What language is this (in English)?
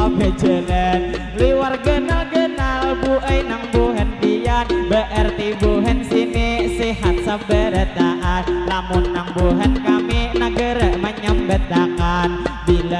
Banjar